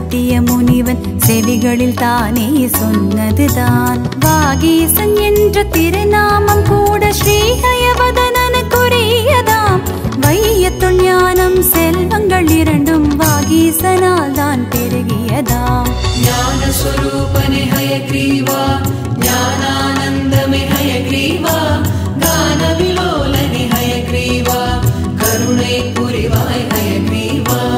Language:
Tamil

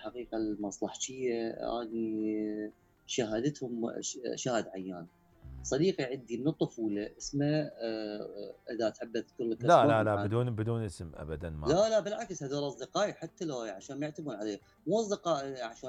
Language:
Mesopotamian Arabic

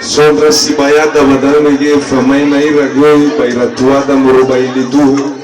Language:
Nias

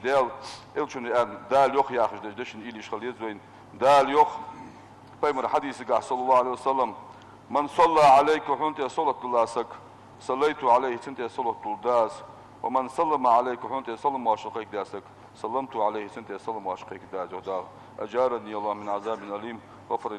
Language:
Ingush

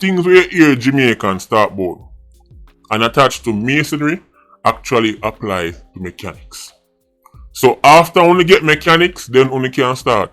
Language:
Jamaican Creole English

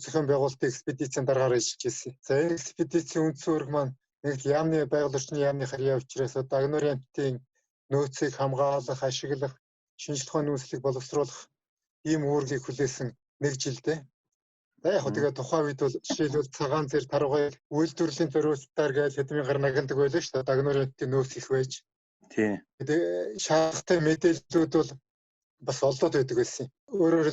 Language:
Mongolian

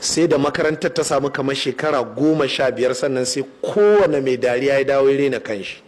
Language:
Hausa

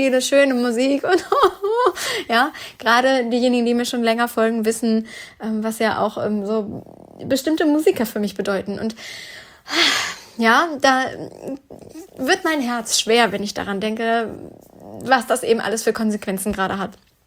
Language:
German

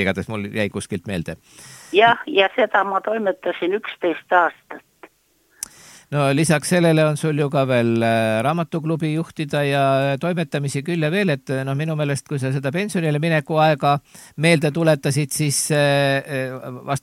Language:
Estonian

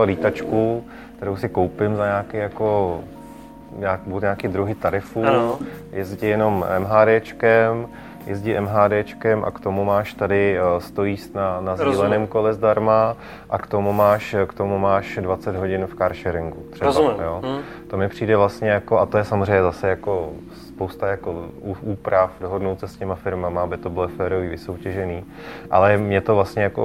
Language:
Czech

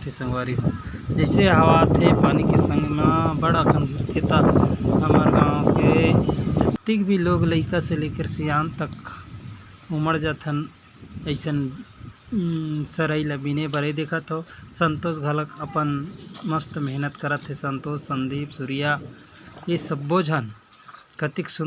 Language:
Chhattisgarhi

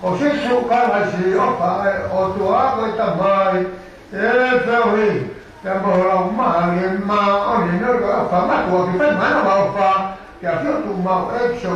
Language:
Tongan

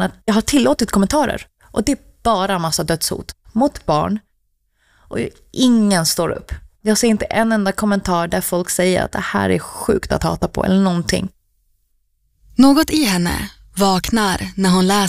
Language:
Swedish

